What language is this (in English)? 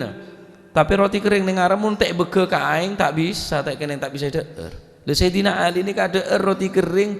Madurese